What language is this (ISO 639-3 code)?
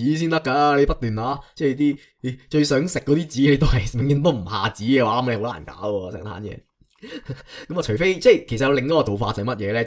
yue